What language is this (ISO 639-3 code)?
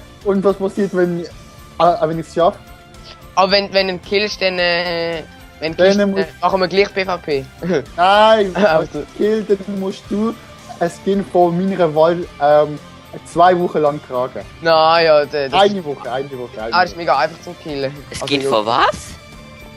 gsw